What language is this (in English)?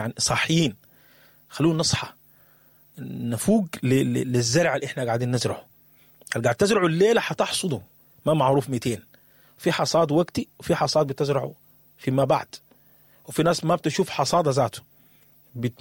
Sudanese Arabic